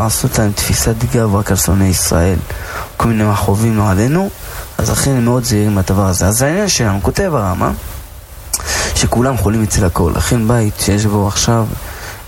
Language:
Hebrew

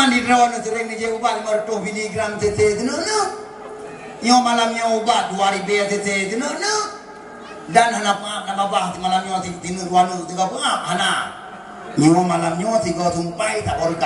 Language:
Achinese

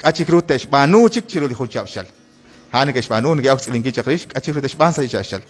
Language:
Kekchí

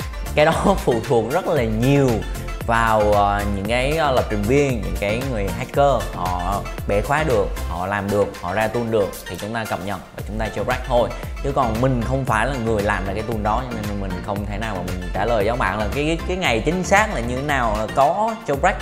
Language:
Vietnamese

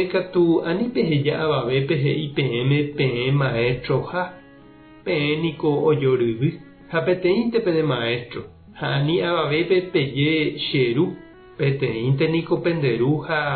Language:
Guarani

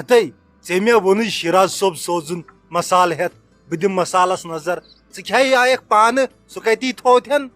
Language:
Kashmiri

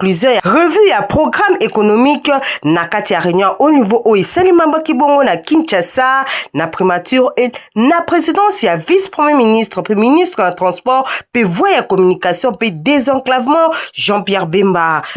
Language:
Lingala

